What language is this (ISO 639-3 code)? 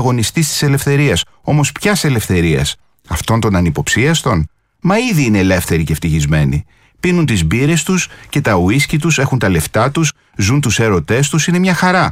ell